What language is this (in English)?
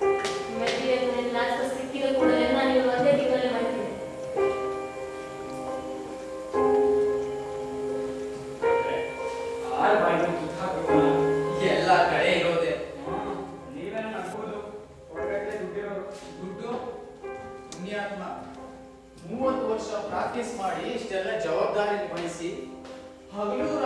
Kannada